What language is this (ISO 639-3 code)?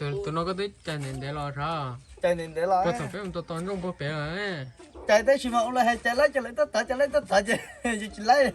hmn